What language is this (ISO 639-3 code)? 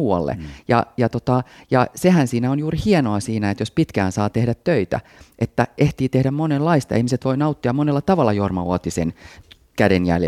fin